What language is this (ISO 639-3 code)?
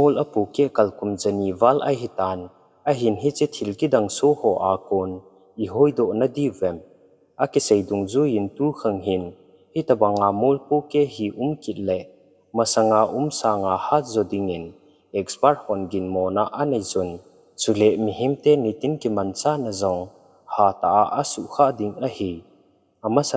tcz